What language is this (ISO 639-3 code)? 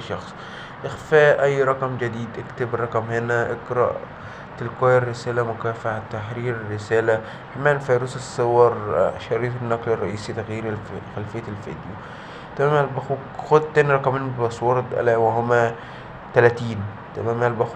arz